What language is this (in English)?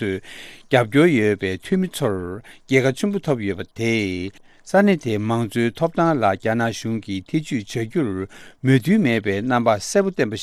Tibetan